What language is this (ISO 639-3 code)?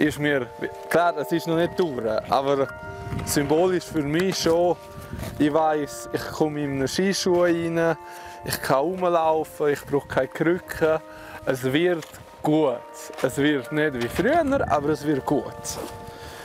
roh